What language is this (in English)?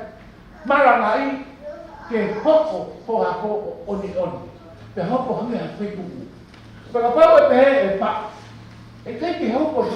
Tongan